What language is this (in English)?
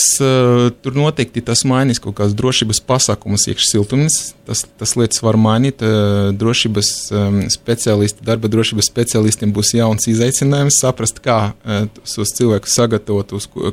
Latvian